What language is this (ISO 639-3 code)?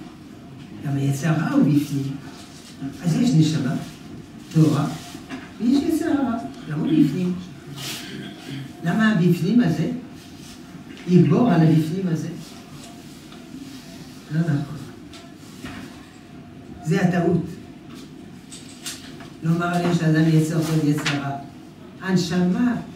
heb